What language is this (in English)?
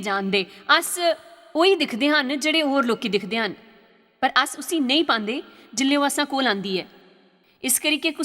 Dogri